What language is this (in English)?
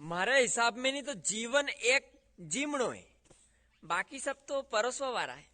Rajasthani